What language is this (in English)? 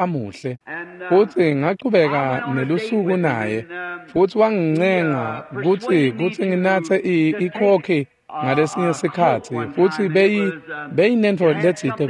Swati